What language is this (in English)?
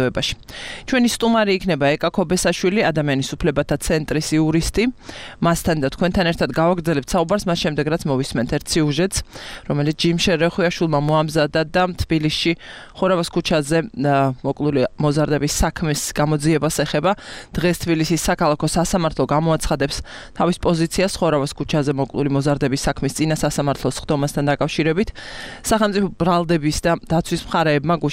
Georgian